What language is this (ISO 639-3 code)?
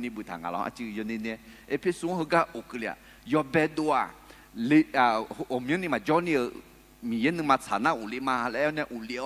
ahk